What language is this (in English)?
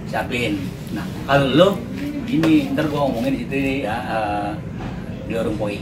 Betawi